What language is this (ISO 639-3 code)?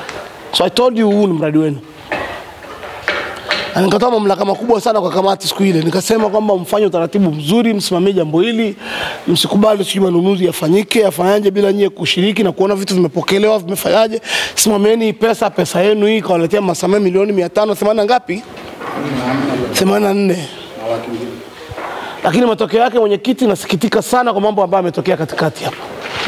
swa